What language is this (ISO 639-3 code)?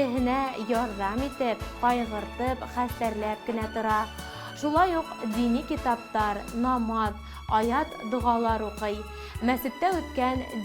bak